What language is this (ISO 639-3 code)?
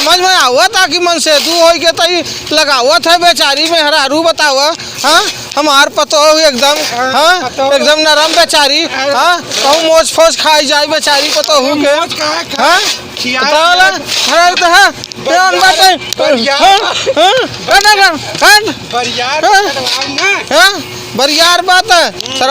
awa